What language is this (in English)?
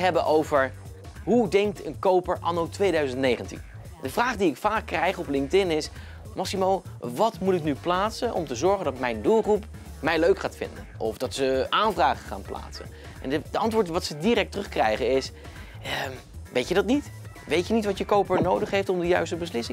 Dutch